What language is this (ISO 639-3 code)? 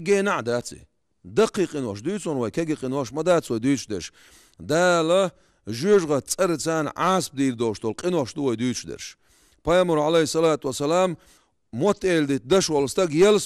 che